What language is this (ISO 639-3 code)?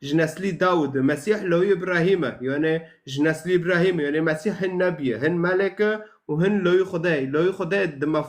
kur